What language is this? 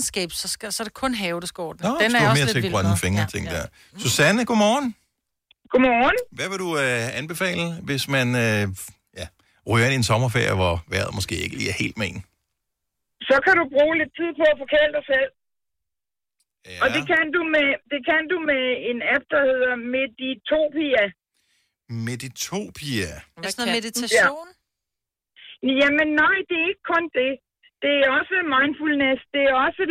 Danish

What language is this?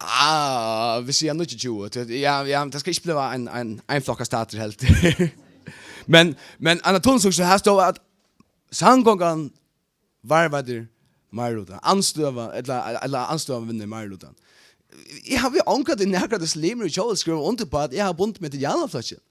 Faroese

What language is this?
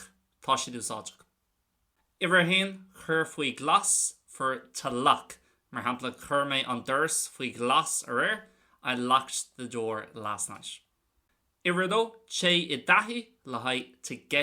Irish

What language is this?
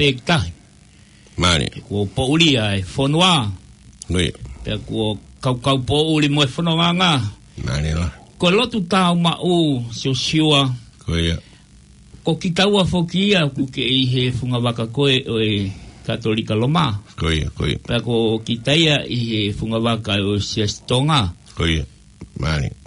Tongan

